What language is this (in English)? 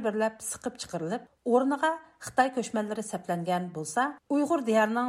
Uyghur